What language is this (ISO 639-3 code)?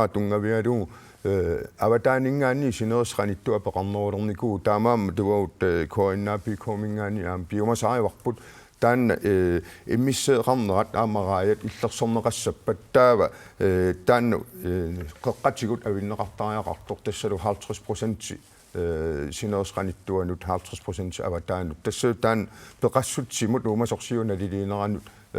kal